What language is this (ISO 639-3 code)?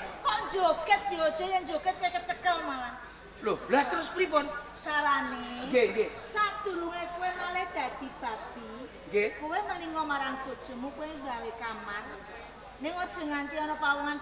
jav